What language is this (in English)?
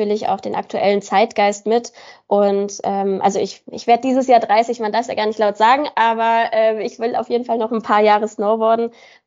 German